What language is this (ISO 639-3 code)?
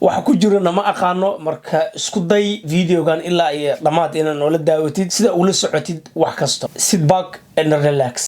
som